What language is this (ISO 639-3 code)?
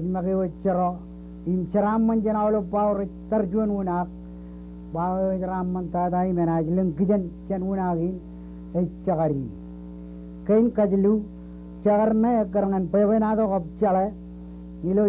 mah